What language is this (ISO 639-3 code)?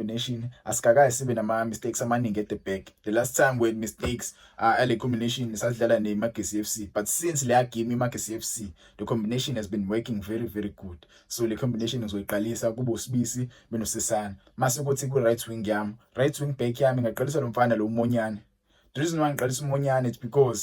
zul